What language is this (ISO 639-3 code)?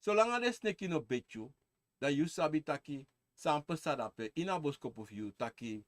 srn